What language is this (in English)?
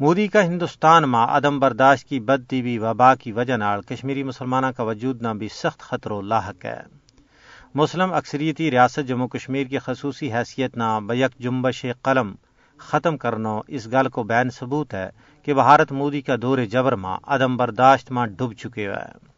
Gujari